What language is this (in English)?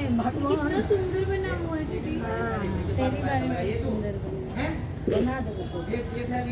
Maithili